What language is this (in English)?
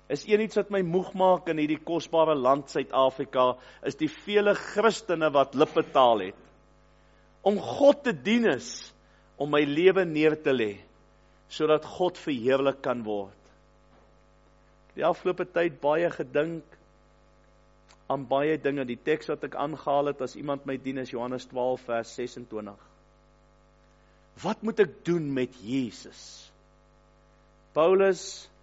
Afrikaans